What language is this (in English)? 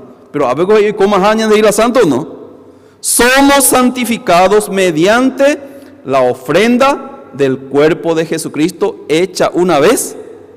Guarani